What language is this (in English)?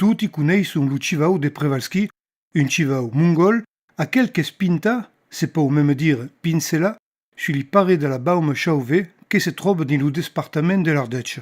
Occitan